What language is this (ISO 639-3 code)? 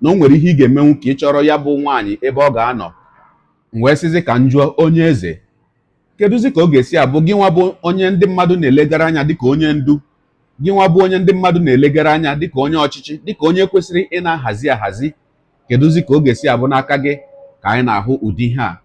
ibo